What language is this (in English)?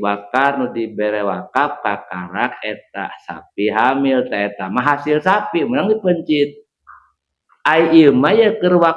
Sundanese